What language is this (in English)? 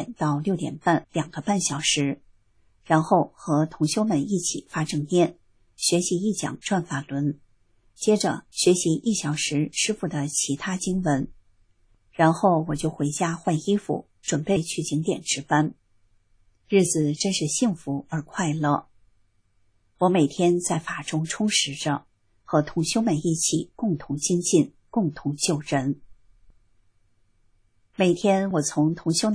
Chinese